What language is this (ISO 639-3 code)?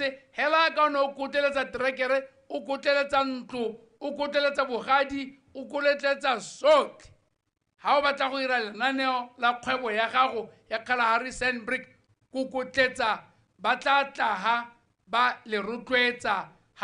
tsn